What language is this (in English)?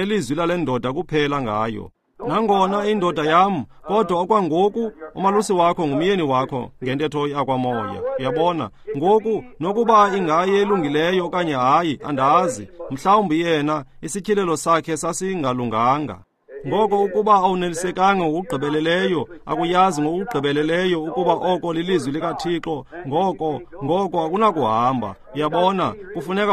Xhosa